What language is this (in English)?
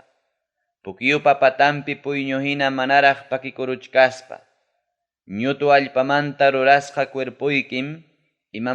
Ayacucho Quechua